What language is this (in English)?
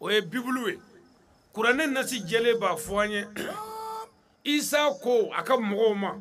Bambara